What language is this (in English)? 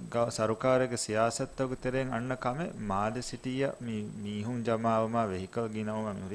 Divehi